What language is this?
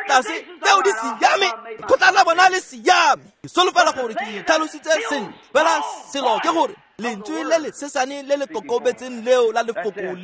Tswana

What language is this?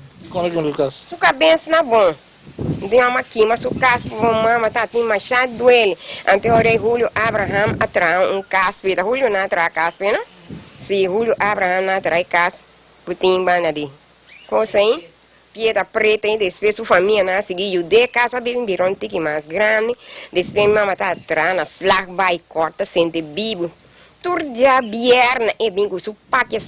Papiamento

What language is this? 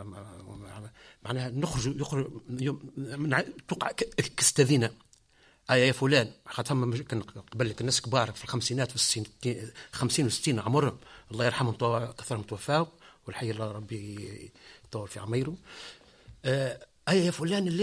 Tunisian Arabic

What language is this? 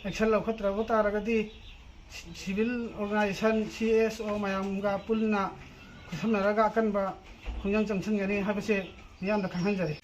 Manipuri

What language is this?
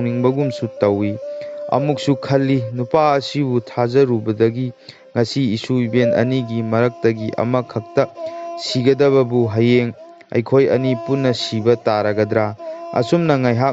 Manipuri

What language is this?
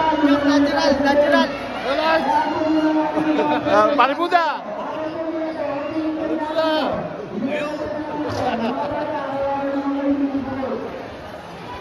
Filipino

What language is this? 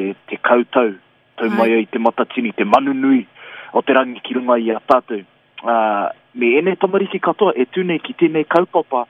Māori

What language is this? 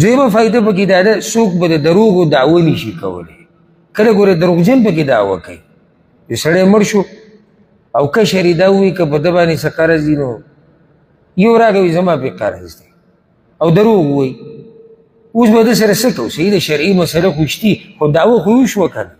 Pashto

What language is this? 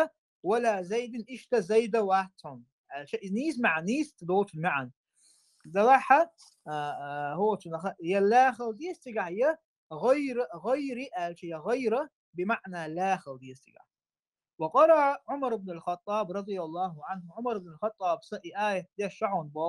Chechen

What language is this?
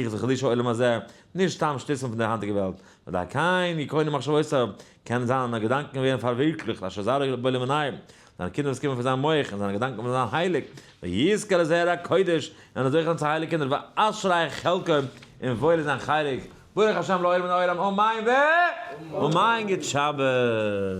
Yiddish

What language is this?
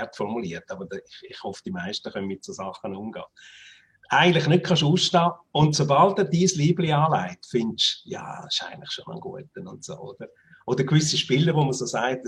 Swiss German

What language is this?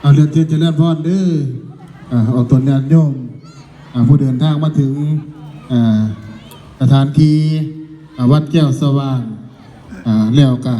Northeastern Thai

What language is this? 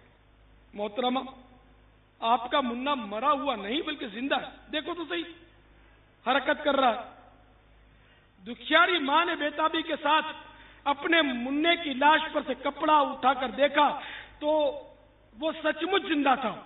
Urdu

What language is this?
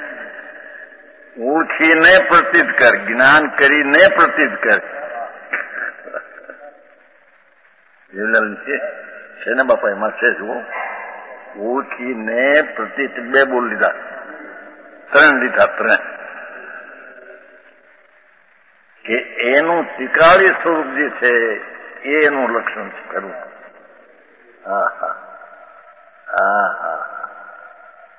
Gujarati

